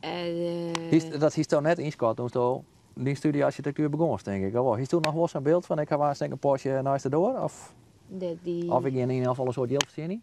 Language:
Western Frisian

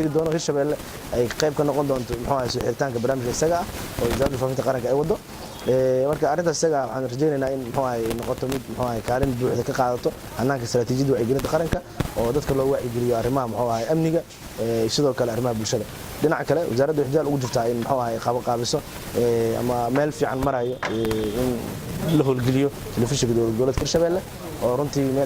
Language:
Somali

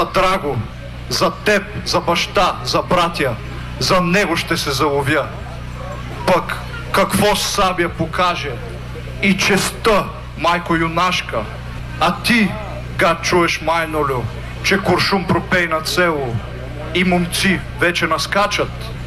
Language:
Bulgarian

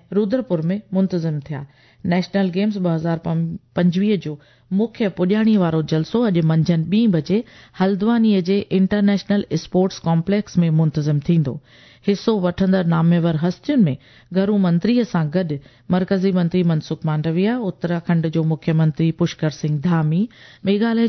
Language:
Sindhi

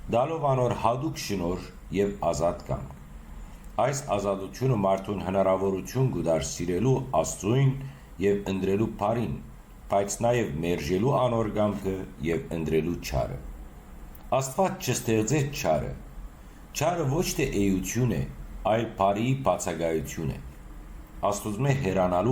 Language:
Western Armenian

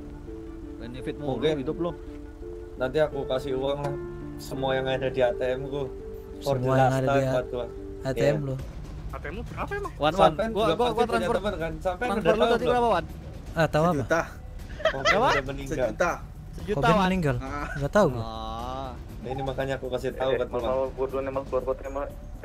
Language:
Indonesian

